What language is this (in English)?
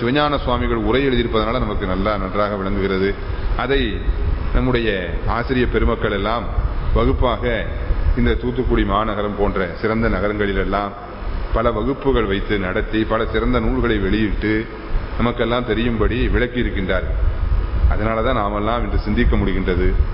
Tamil